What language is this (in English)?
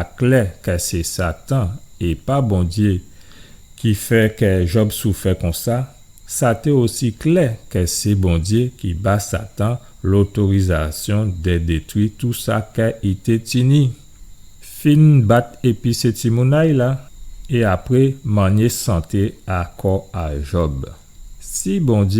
Guadeloupean Creole French